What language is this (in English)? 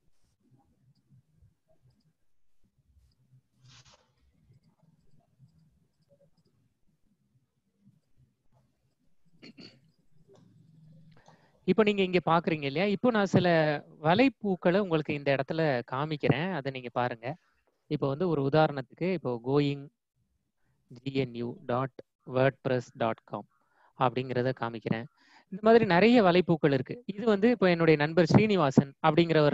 Tamil